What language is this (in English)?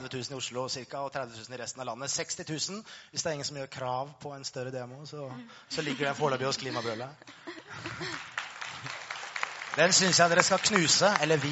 Norwegian